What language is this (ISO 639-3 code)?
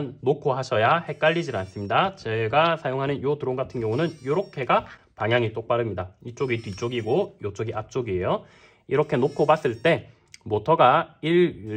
kor